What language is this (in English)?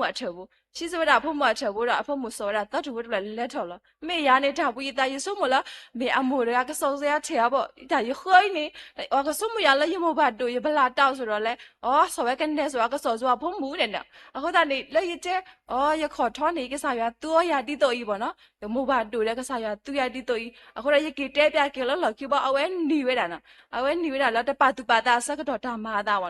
S'gaw Karen